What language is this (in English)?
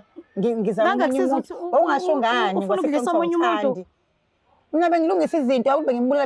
Zulu